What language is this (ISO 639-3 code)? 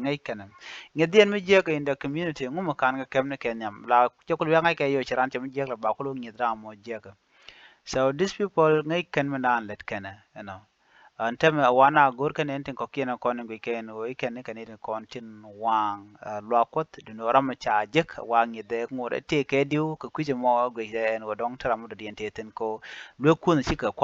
nus